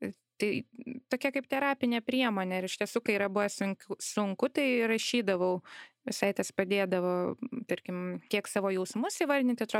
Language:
Lithuanian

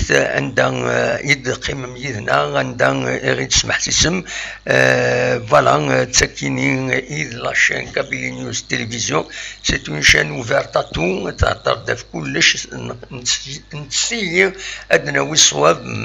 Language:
Kabyle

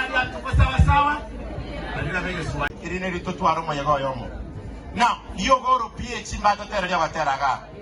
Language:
Gusii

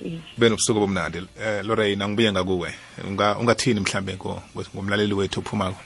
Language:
South Ndebele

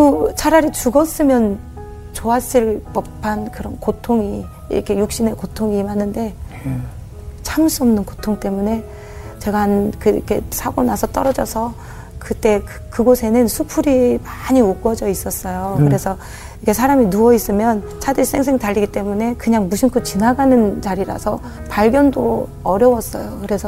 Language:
Korean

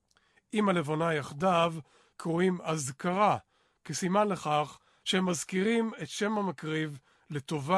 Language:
Hebrew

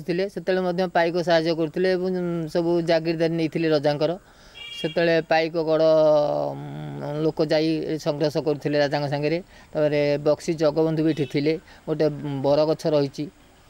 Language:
Odia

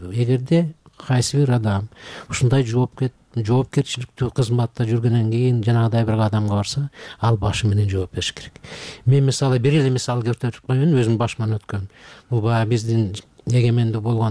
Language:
Kyrgyz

